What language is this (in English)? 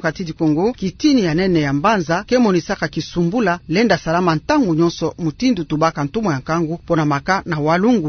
Kituba (Democratic Republic of Congo)